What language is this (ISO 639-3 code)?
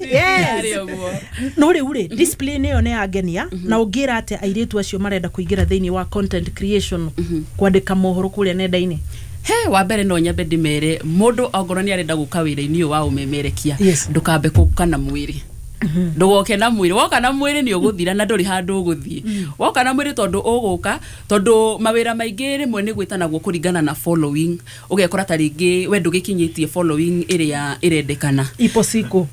kik